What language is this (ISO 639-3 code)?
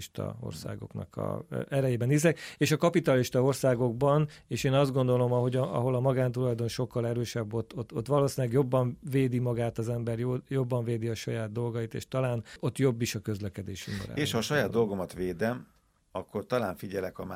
hun